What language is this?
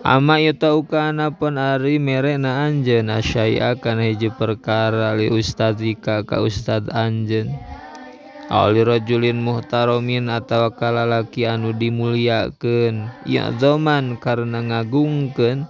Sundanese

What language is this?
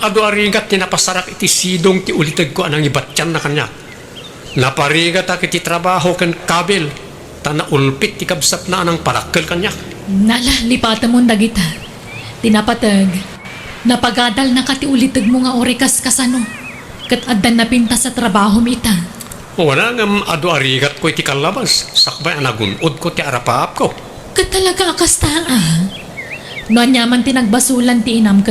Iloko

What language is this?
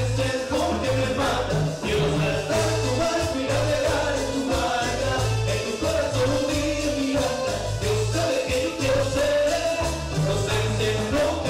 Spanish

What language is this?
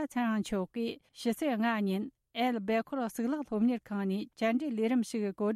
Tibetan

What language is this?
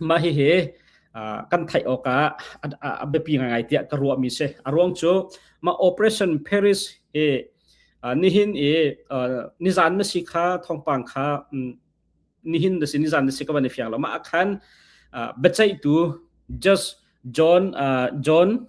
Hakha Chin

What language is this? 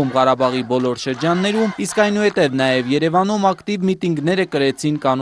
Armenian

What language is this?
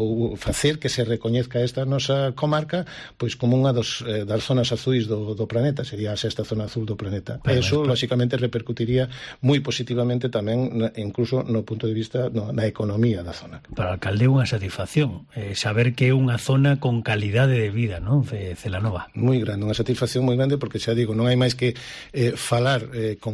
Galician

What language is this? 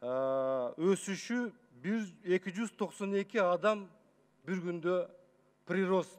Kyrgyz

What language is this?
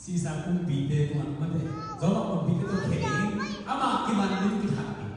Tedim Chin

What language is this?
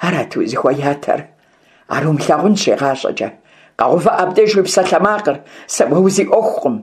Kabardian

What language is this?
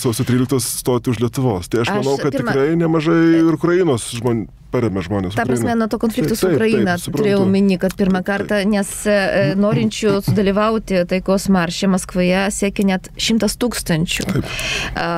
Lithuanian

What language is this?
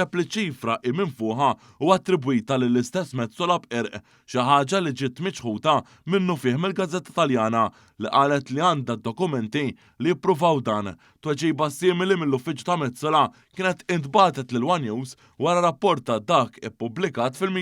Maltese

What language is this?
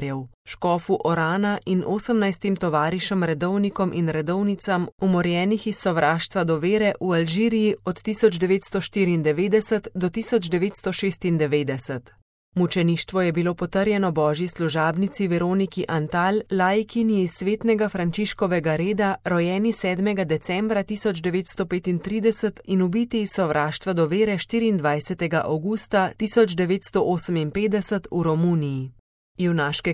Slovenian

